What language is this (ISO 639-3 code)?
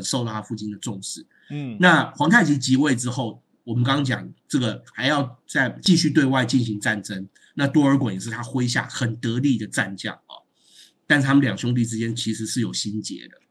zho